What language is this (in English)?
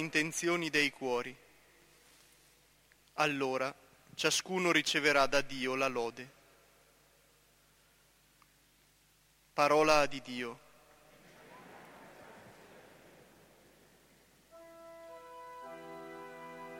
Italian